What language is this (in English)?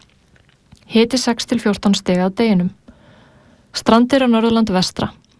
Icelandic